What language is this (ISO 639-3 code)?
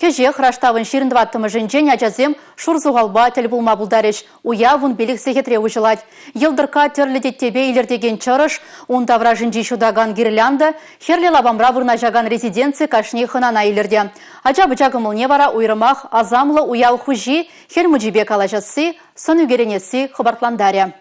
chv